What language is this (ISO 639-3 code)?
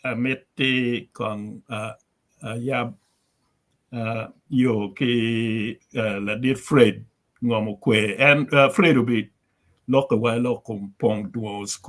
ach